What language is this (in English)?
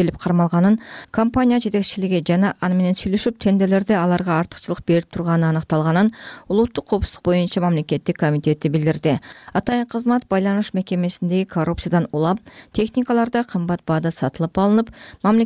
Kyrgyz